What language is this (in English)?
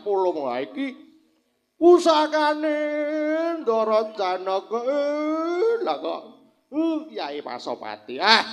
Javanese